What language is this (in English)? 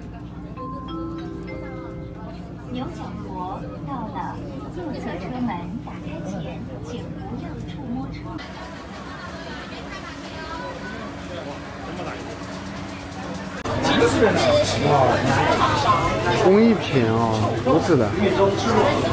Chinese